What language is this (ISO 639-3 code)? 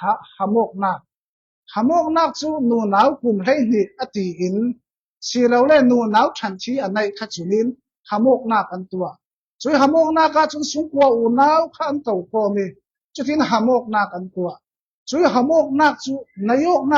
cfm